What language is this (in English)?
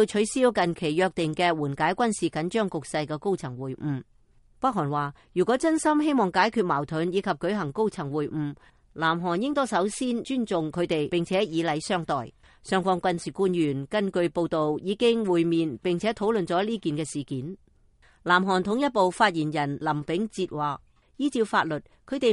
Cantonese